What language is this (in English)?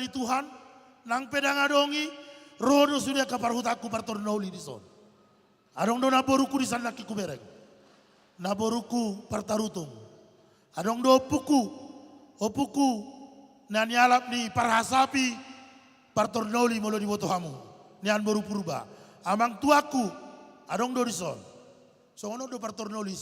Batak Toba